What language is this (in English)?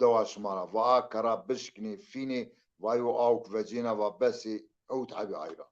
Zaza